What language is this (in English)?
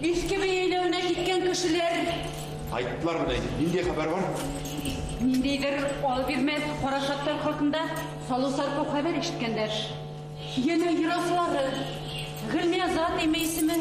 Bashkir